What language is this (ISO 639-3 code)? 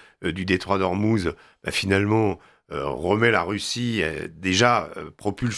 fra